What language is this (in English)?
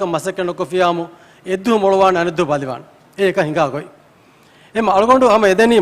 Divehi